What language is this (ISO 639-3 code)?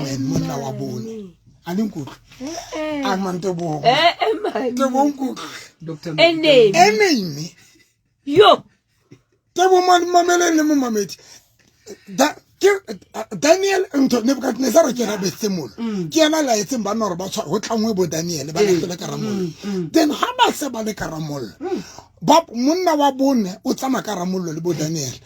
sot